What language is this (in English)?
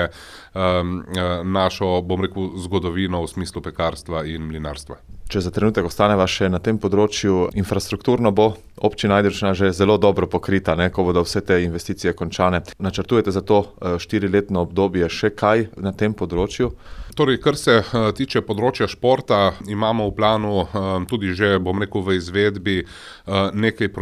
Slovenian